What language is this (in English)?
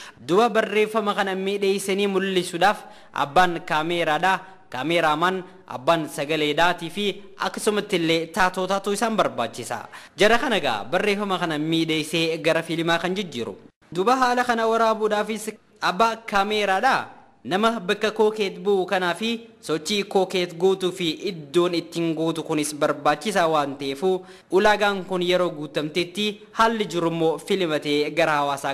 Oromo